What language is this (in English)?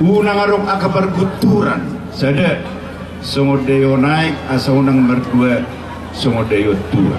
Batak Toba